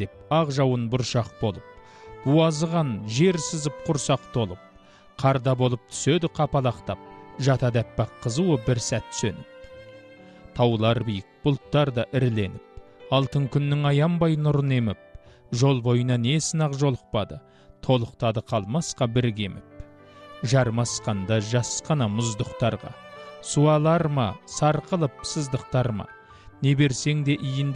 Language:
Kazakh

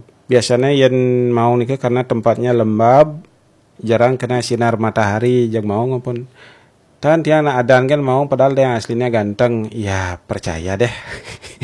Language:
Balinese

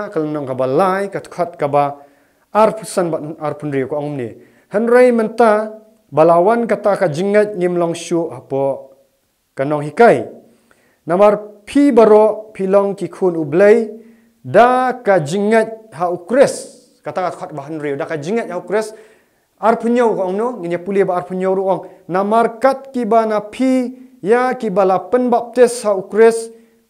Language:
Khasi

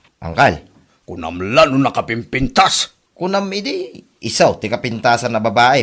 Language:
Iloko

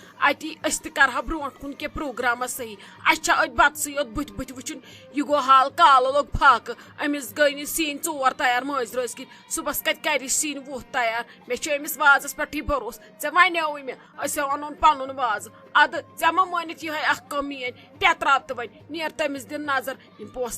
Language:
Kashmiri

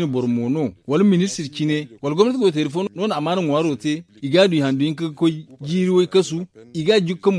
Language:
Zarma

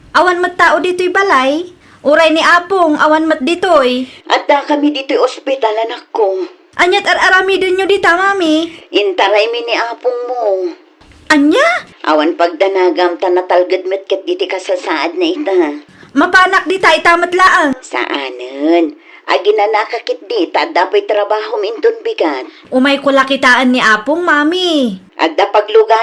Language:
Iloko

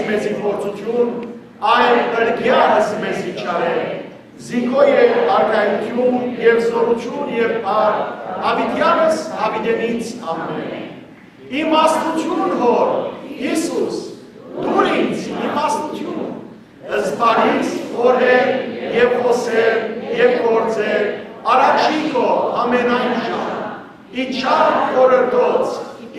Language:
Western Armenian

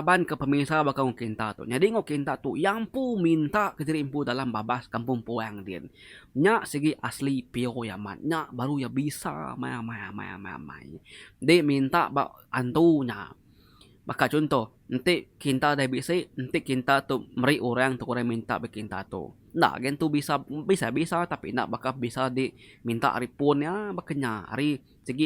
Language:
Iban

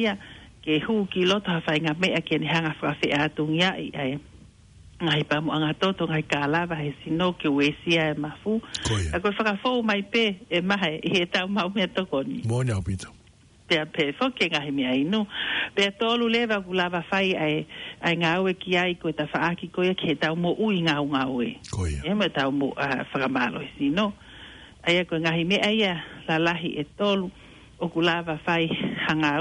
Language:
Tongan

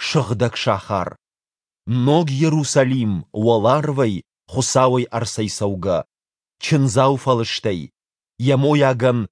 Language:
Ossetic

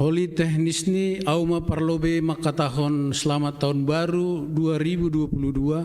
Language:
Batak Simalungun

